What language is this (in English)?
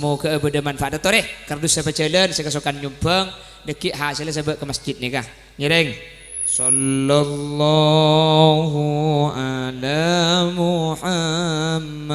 Madurese